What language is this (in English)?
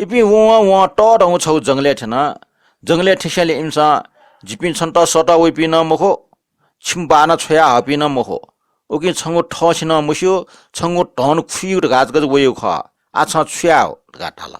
Newari